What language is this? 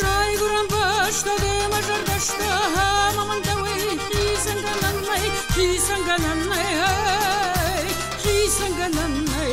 Ossetic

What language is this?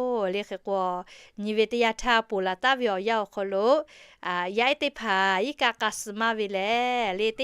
Lahu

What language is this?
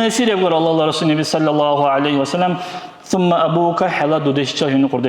Dargwa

